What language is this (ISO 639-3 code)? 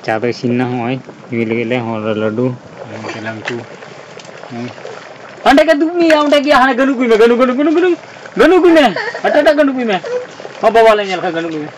sat